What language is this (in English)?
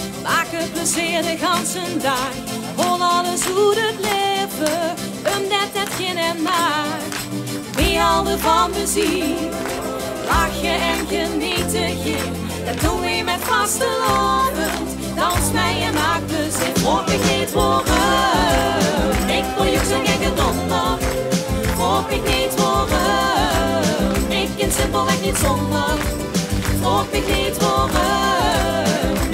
Limburgish